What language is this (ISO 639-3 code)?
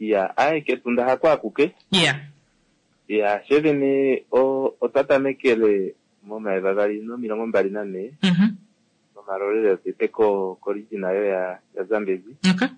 kua